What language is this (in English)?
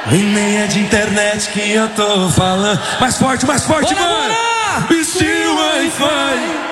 Portuguese